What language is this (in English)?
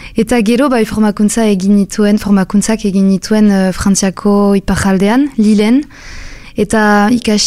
Basque